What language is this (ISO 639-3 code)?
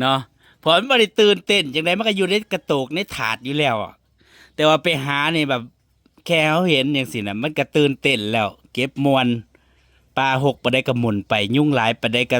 tts